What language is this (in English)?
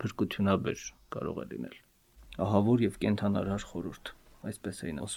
Armenian